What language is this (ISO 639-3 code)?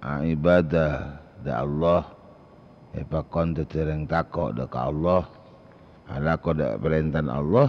mad